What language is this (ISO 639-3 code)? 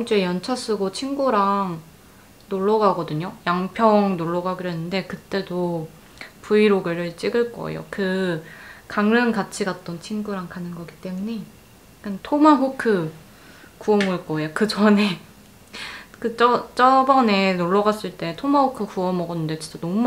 kor